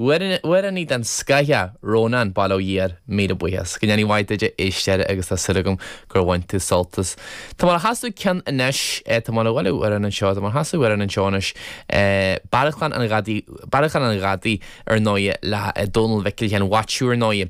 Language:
Irish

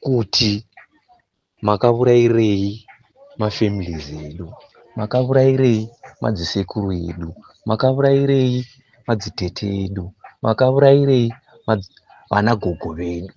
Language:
Shona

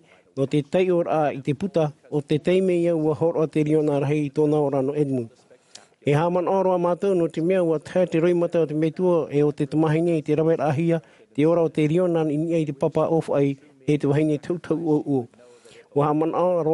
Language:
Tahitian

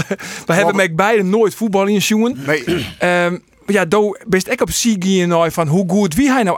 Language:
Western Frisian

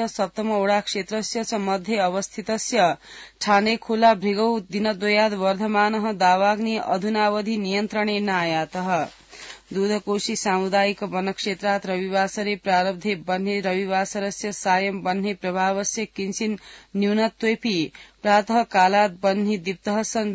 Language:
Sanskrit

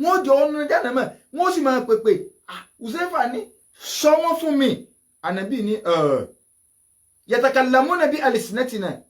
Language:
Yoruba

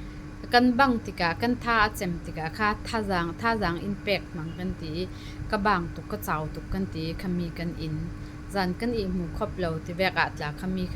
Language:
Falam Chin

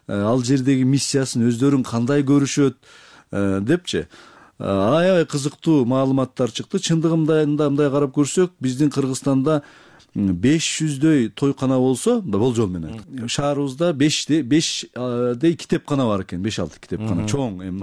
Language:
Kyrgyz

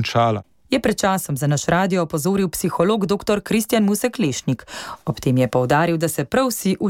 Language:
Slovenian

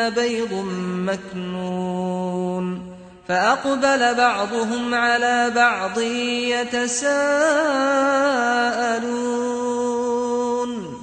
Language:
Arabic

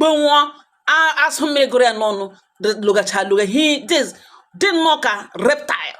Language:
Igbo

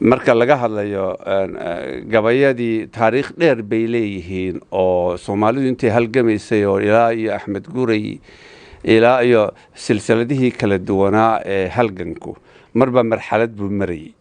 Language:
Somali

